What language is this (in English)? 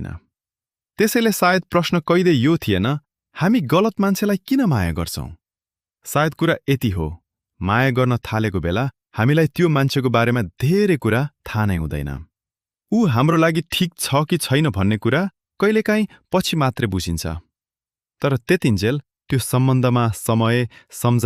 Nepali